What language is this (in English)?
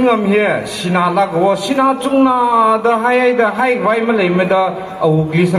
Tangkhul Naga (India)